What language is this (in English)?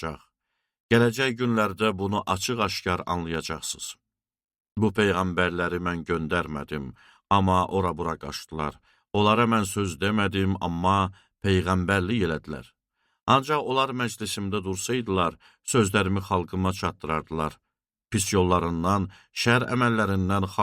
Azerbaijani